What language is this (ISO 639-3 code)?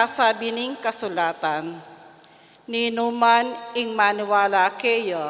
pam